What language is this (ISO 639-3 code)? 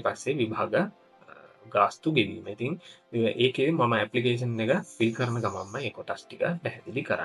sin